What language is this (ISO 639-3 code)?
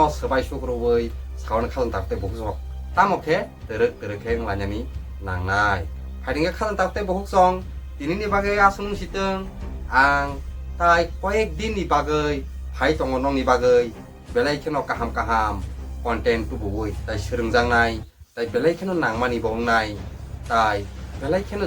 trp